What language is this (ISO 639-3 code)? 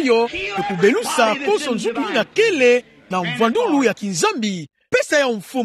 ktu